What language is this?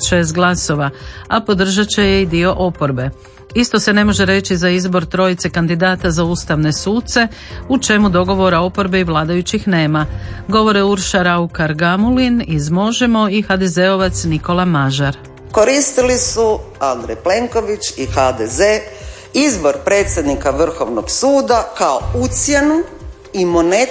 Croatian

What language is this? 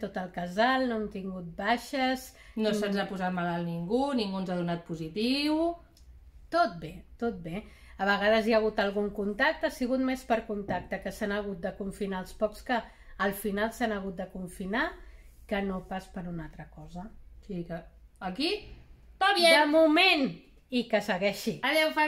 Catalan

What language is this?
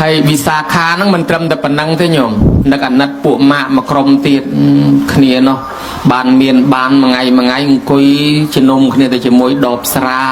Khmer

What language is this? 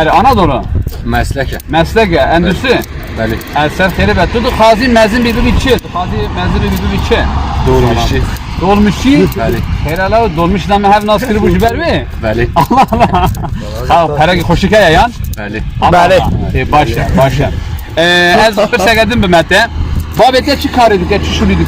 Kurdish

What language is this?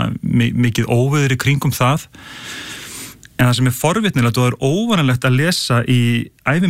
Icelandic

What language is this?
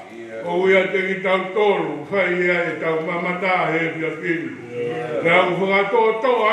Tongan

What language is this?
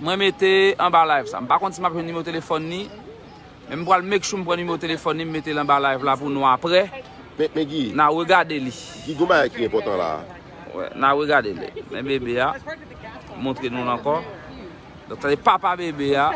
Haitian Creole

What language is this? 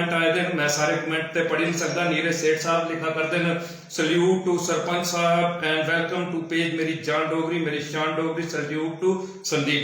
Dogri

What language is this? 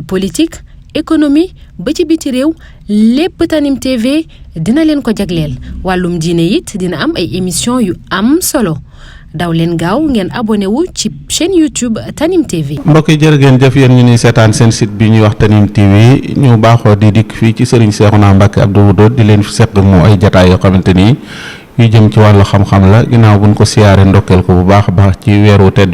Wolof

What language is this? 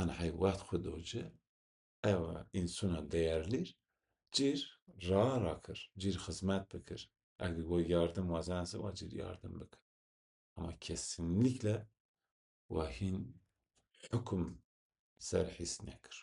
Zaza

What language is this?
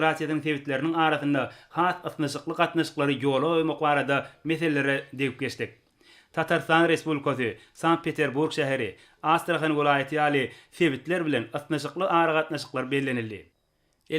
Turkmen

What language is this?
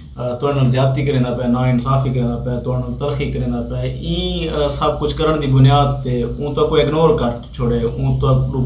Saraiki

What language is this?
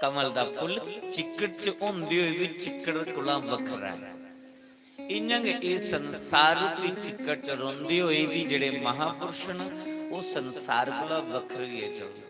Dogri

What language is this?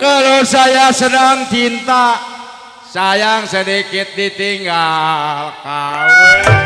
Betawi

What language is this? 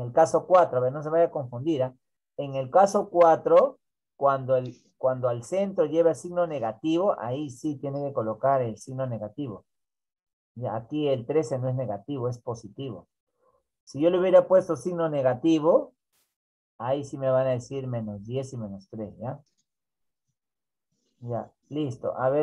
Spanish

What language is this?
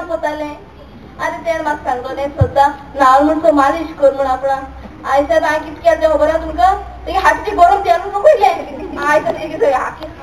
Konkani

